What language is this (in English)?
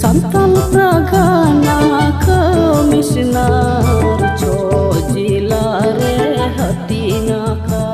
Santali